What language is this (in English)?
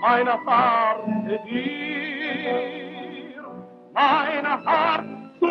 Yiddish